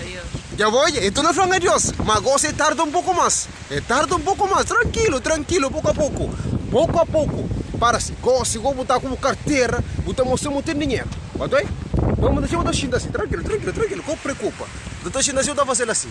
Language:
Kabuverdianu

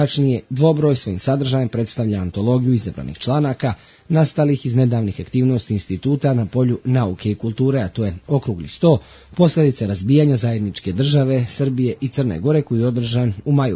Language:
Serbian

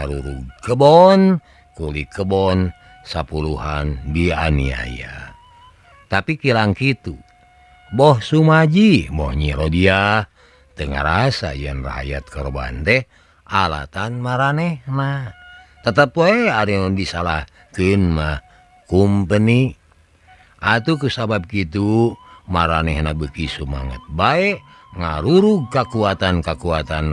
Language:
Sundanese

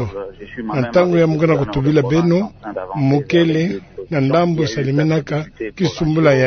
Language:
Kituba (Democratic Republic of Congo)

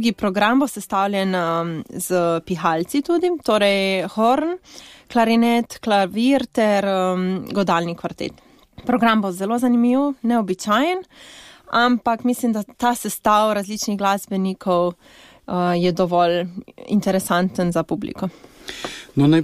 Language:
Slovenian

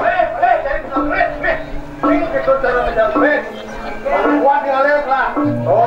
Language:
Balinese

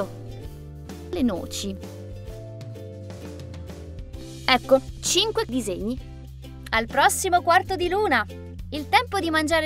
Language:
Italian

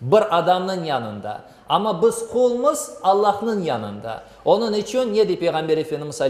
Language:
Crimean Tatar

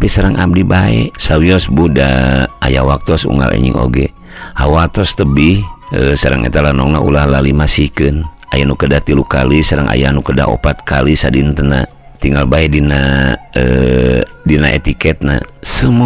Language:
Sundanese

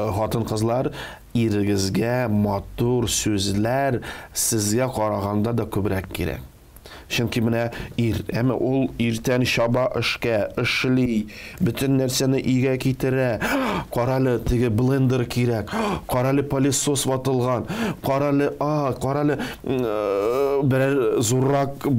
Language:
Tatar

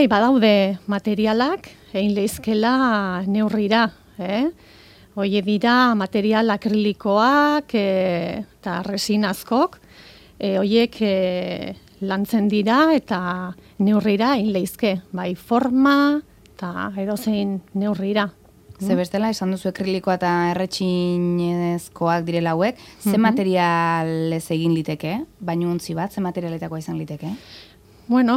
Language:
Basque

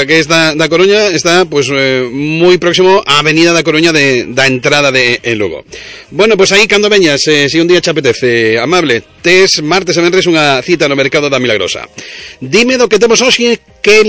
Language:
Galician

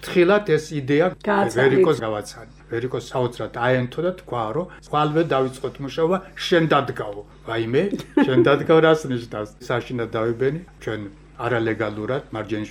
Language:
Georgian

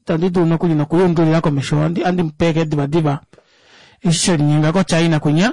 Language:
Kuanyama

